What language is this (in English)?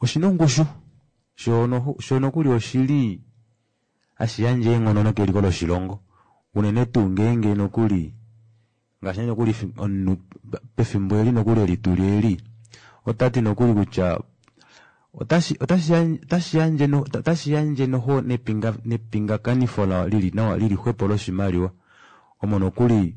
Kuanyama